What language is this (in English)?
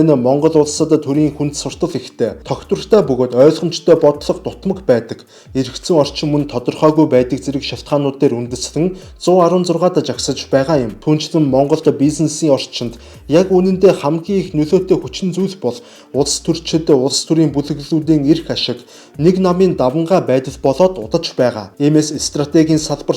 Mongolian